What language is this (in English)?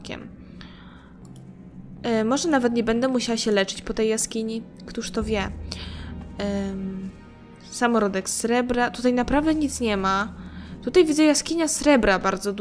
Polish